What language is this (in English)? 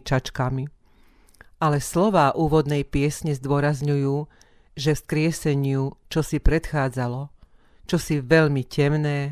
Slovak